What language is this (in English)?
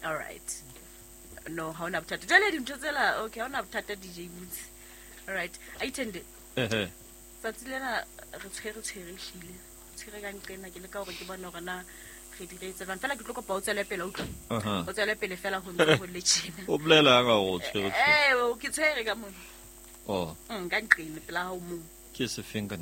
Southern Sotho